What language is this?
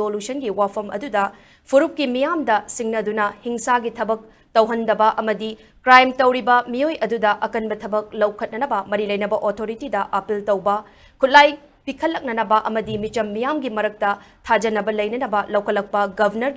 Manipuri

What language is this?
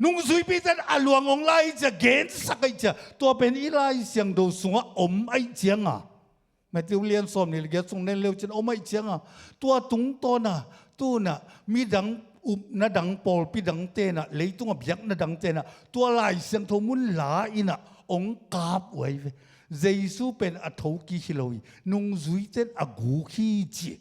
Tedim Chin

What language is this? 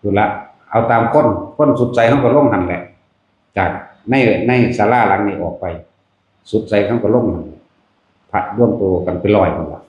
Northeastern Thai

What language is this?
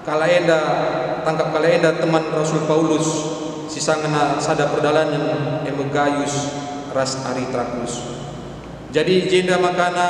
Batak Karo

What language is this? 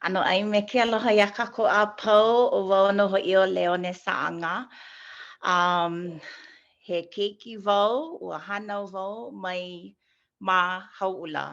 Hawaiian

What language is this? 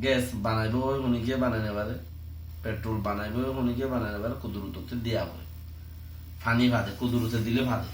Rohingya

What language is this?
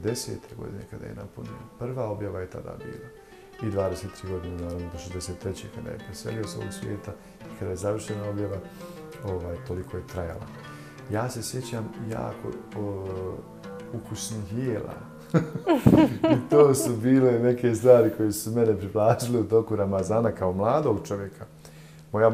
Bosnian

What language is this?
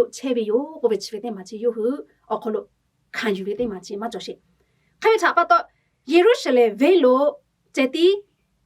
Lahu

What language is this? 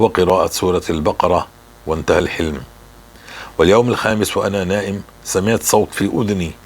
North Levantine Arabic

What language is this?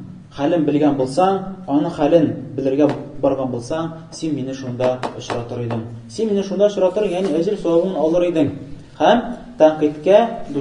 Tatar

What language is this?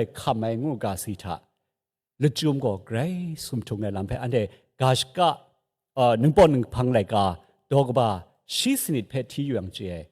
Kachin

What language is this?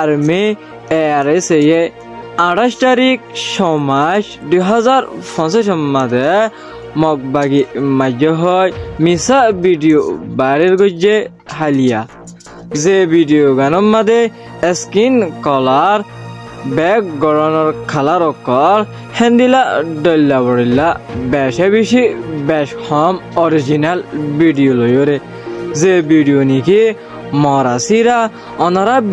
Rohingya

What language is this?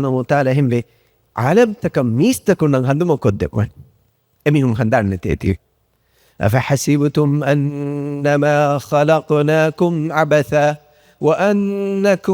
Divehi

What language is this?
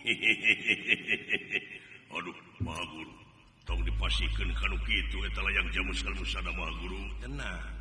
Sundanese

